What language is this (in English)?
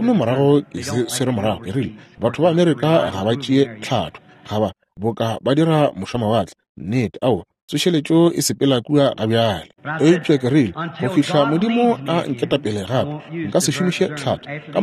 Northern Sotho